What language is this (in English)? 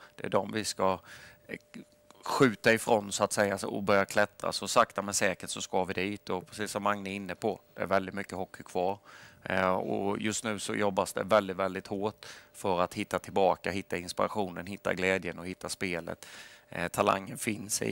Swedish